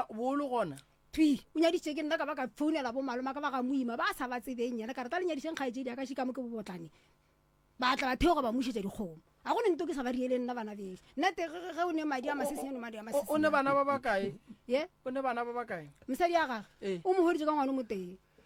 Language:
Northern Sotho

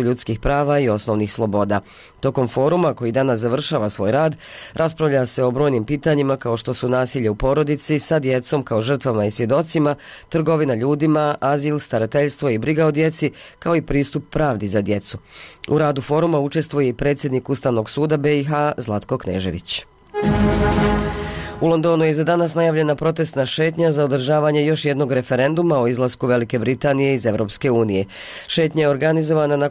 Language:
Bosnian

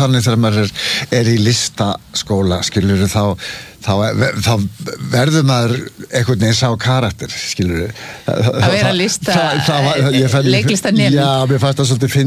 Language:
Icelandic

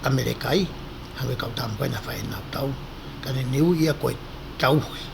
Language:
Tongan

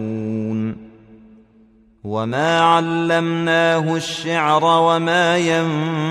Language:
Arabic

